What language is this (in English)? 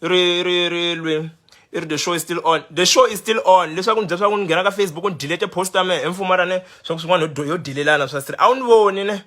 Tsonga